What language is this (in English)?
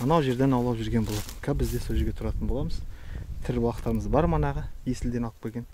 Kazakh